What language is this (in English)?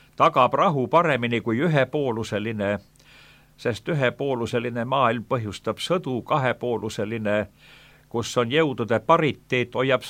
Estonian